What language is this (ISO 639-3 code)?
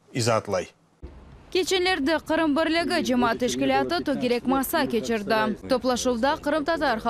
crh